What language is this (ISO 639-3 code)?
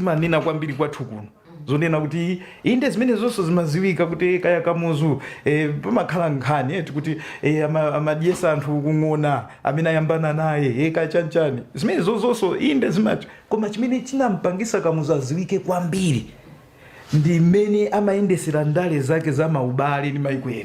nya